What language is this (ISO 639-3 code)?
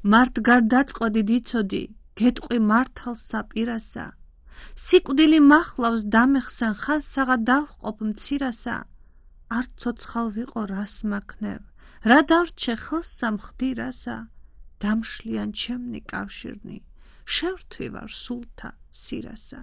kat